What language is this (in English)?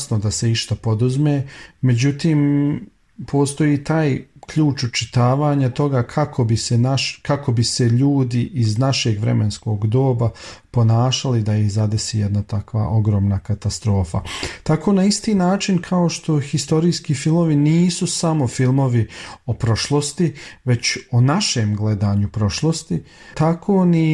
Bosnian